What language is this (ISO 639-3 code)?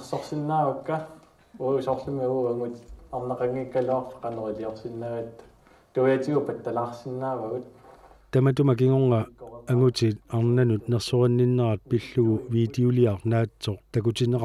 kal